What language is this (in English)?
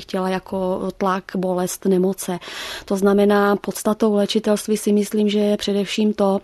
Czech